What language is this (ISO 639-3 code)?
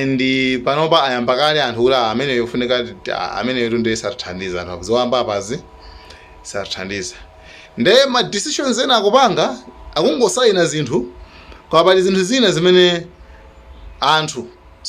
nya